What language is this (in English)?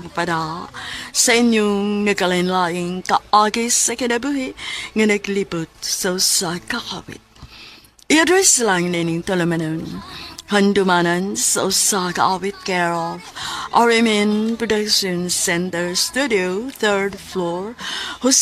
Cebuano